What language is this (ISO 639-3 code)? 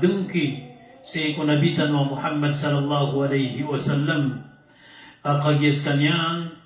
mrw